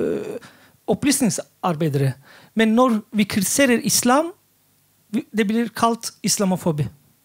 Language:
Norwegian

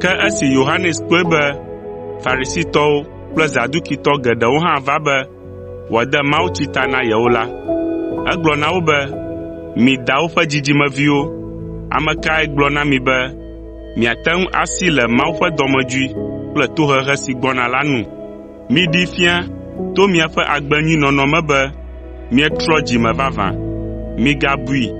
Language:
Ewe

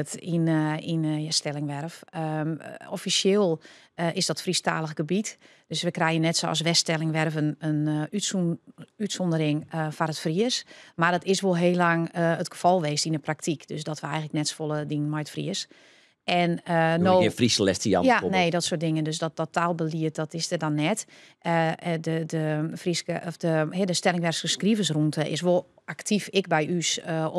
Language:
Western Frisian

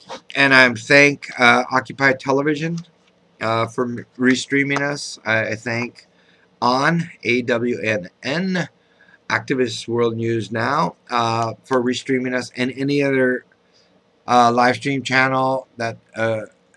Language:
English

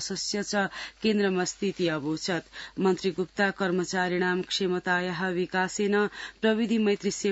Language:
Sanskrit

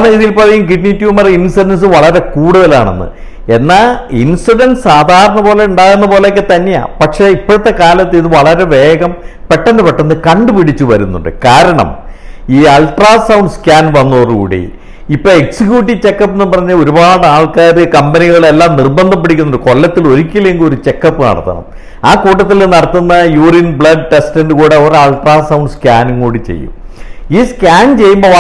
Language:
Malayalam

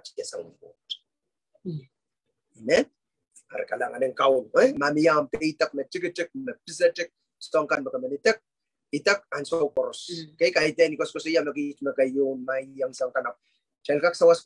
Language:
Pohnpeian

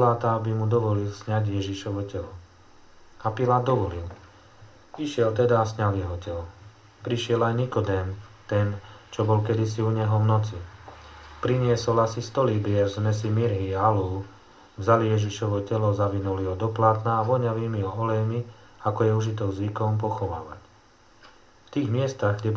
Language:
Slovak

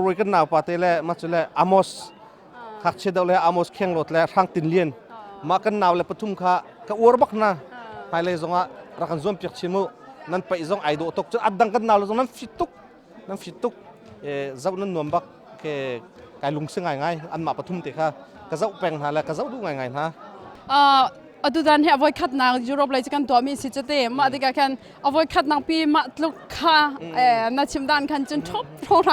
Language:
Hakha Chin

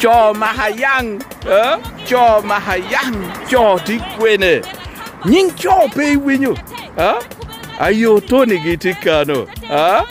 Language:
Lango (Uganda)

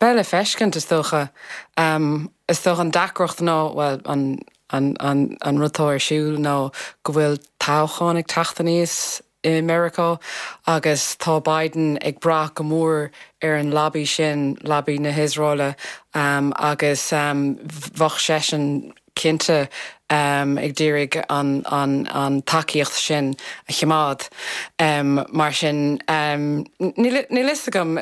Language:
Irish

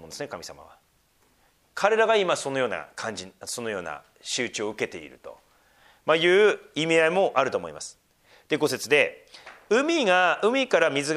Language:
Japanese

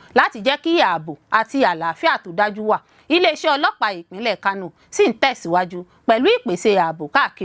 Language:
Yoruba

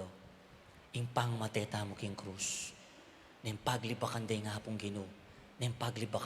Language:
Pampanga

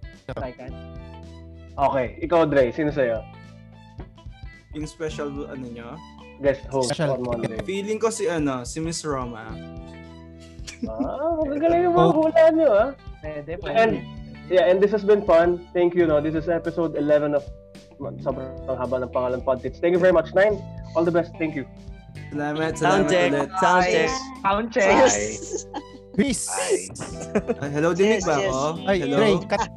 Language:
Filipino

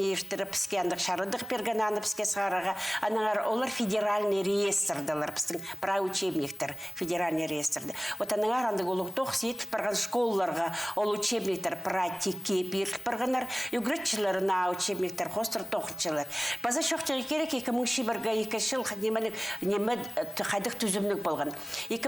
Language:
Khakas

